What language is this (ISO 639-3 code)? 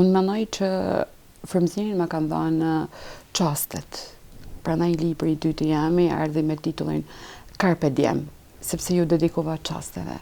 sqi